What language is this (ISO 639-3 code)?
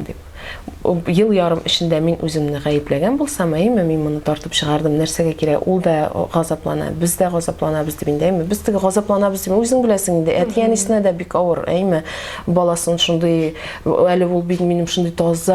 tat